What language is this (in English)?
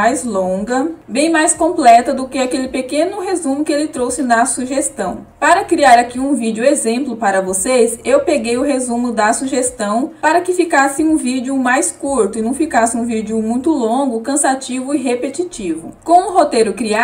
Portuguese